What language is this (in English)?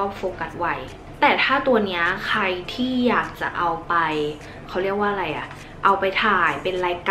Thai